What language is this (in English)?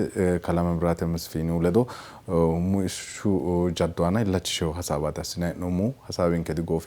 Sidamo